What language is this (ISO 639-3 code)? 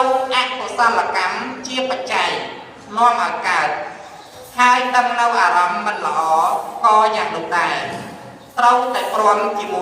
khm